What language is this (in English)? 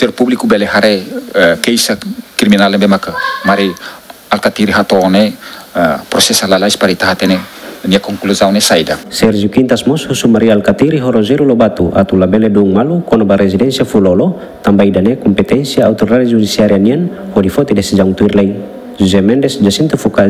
Tetum